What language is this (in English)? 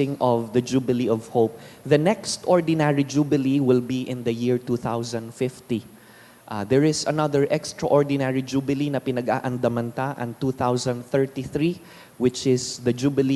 Bikol